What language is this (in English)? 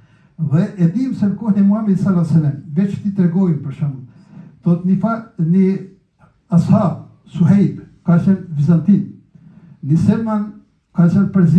Albanian